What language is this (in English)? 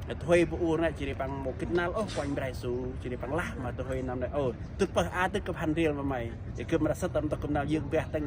Central Mnong